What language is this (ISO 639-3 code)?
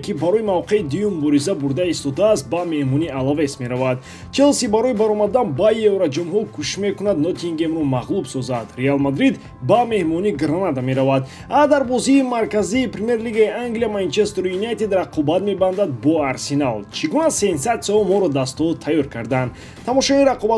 tgk